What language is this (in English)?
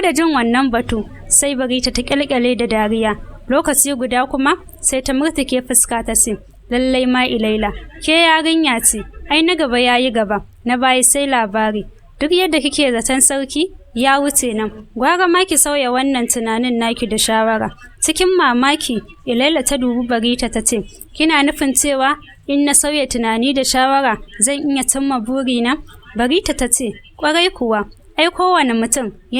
Hausa